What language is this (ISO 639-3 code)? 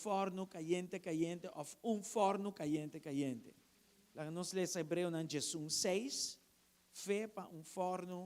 pap